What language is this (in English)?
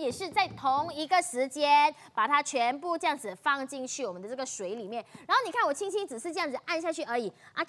Chinese